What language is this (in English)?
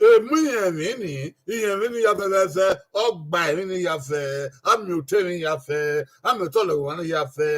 Bini